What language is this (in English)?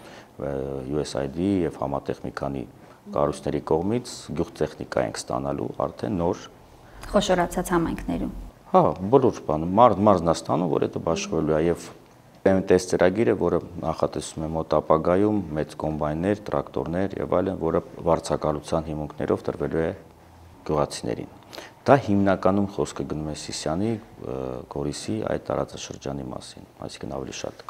Armenian